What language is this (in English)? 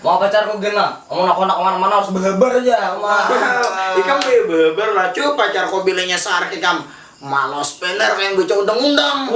Banjar